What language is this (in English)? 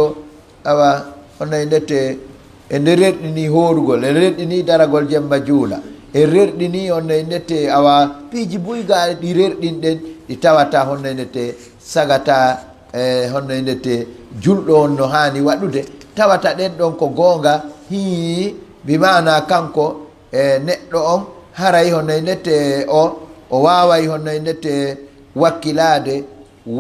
Fula